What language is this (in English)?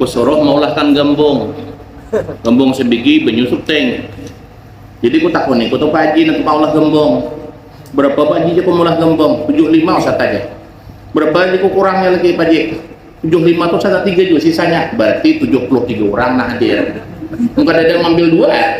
Banjar